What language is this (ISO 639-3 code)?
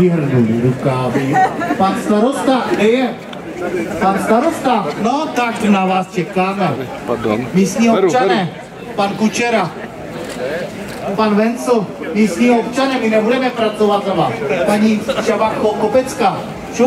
ces